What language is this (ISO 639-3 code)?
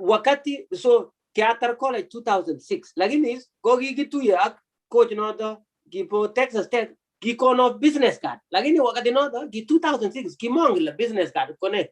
kln